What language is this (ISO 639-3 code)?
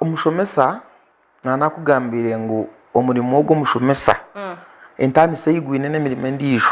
nyn